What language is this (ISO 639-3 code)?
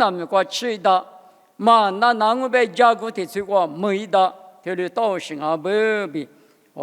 lis